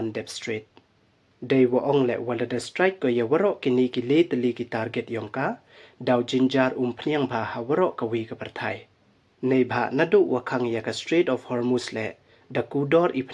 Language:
Pnar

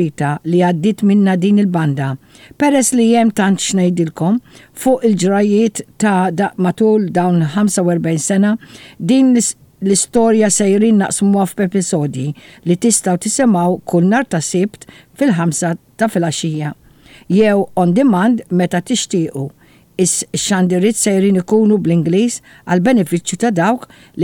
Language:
Maltese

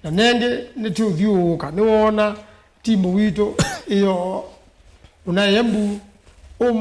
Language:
Kamba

